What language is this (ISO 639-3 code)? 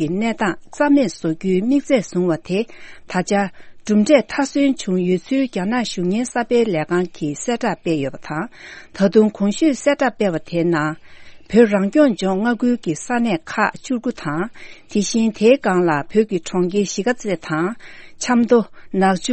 bod